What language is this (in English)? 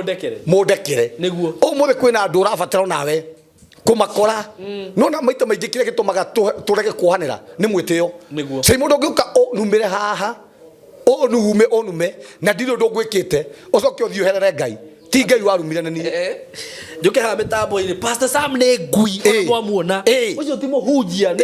Kikuyu